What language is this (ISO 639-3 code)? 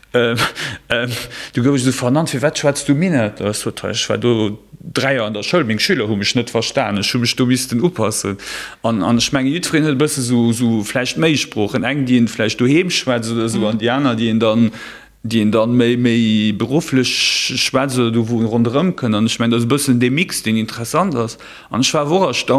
ltz